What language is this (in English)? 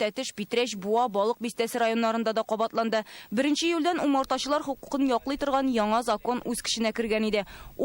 Tatar